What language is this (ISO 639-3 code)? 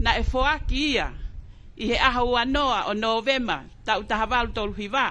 ton